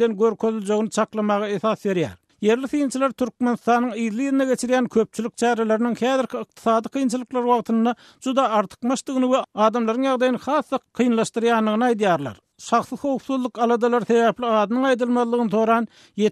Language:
Turkmen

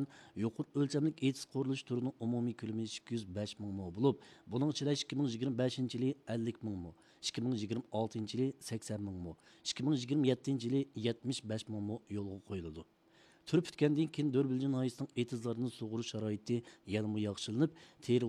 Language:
Uyghur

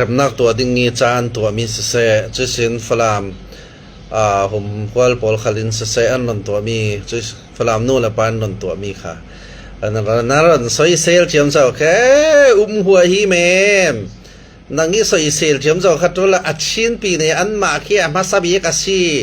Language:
Falam Chin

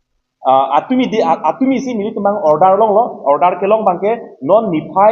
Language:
Karbi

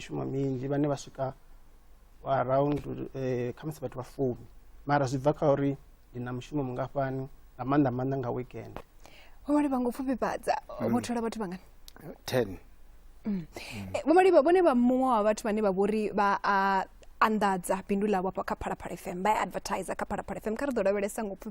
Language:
Venda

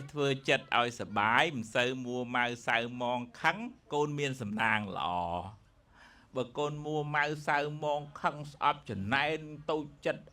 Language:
Khmer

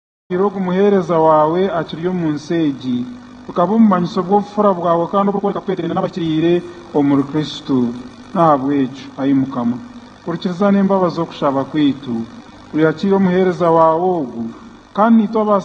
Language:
Nyankole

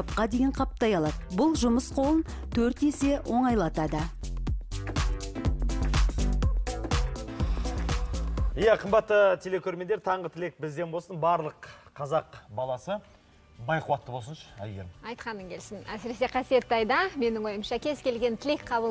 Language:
Kazakh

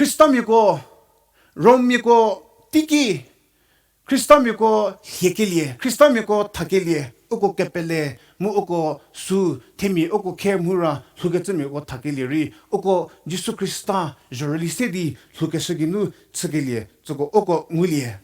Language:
Angami Naga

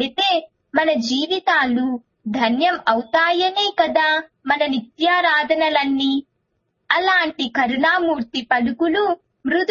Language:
Telugu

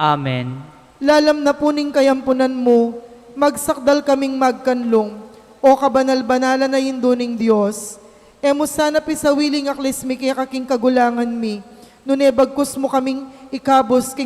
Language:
Pampanga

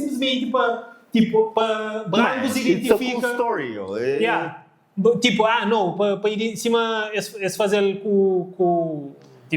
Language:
Kabuverdianu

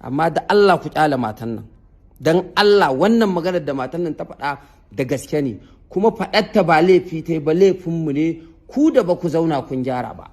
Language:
Hausa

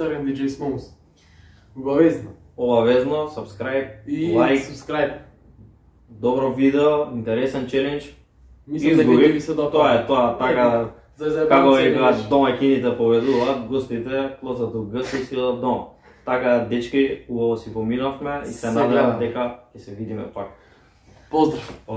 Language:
Macedonian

